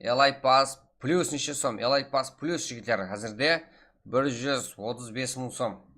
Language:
Kara-Kalpak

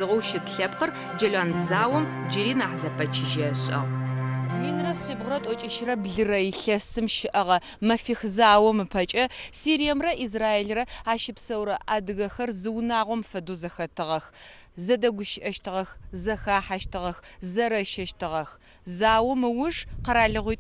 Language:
Adyghe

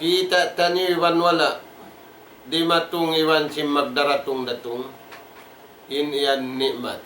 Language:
Tausug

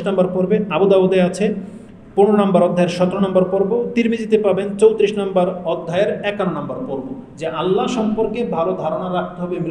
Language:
Bangla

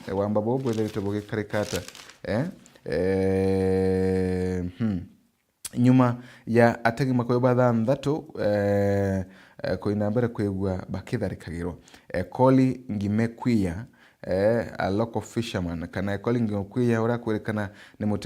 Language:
Meru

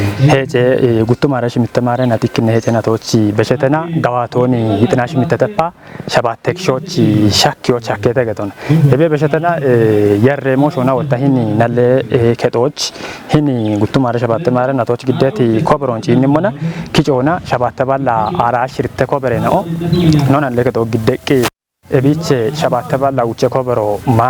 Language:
Kafa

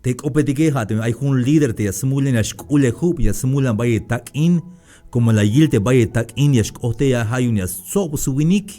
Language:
Tzeltal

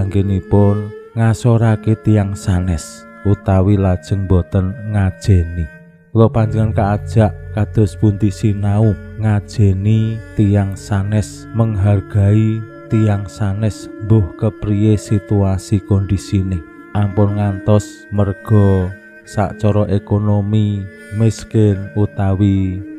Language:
Javanese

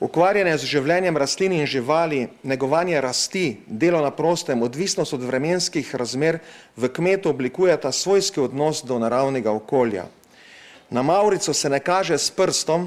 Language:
Slovenian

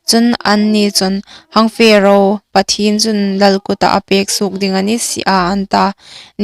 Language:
Hmar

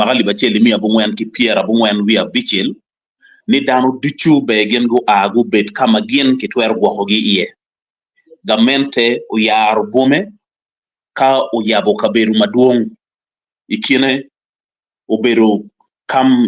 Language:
Acoli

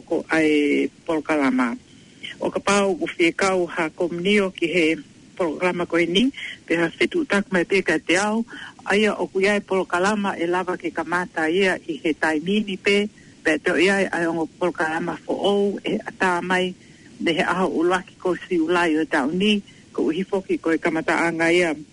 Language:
Tongan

